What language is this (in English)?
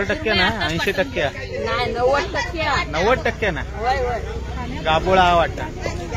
Konkani